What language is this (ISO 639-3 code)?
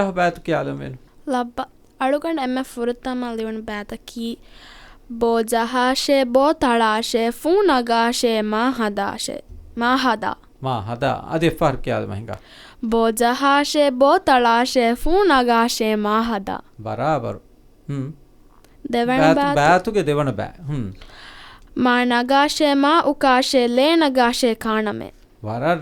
div